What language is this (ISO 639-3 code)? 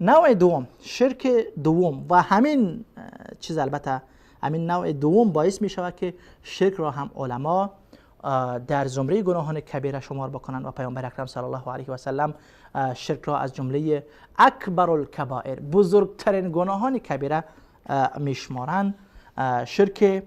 fas